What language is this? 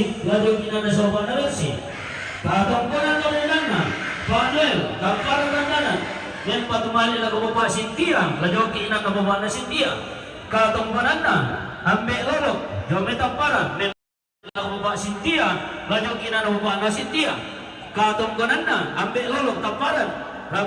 Toraja-Sa'dan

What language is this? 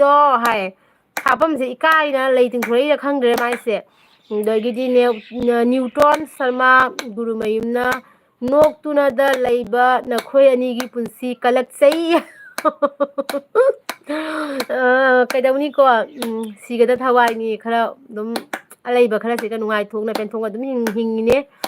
Manipuri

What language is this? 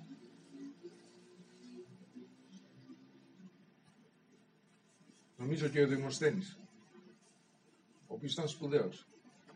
Greek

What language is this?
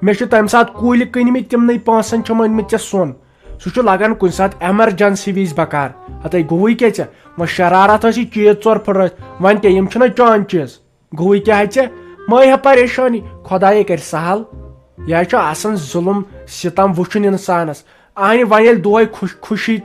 Kashmiri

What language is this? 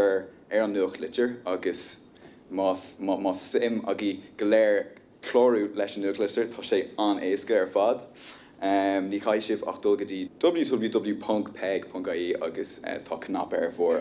Irish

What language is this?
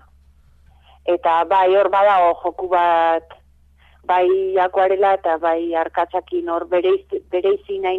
Basque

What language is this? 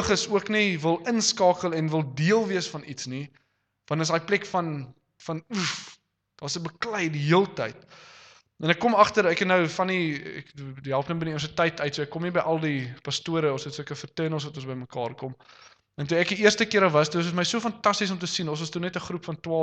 Afrikaans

